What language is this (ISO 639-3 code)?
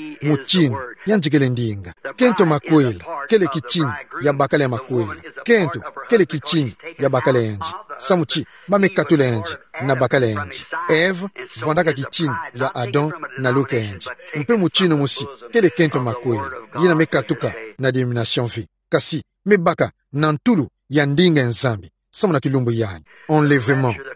ktu